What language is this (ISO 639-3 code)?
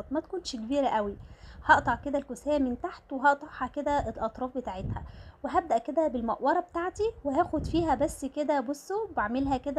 arz